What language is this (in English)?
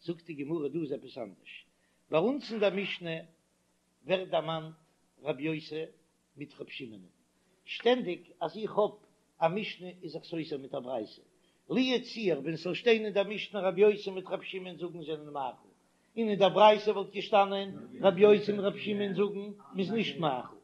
Yiddish